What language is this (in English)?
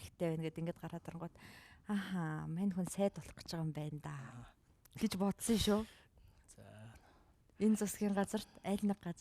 Mongolian